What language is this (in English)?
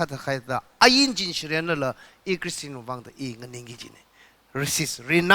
Tangkhul Naga (India)